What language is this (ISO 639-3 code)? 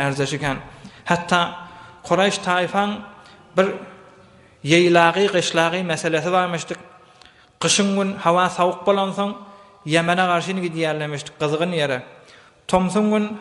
tuk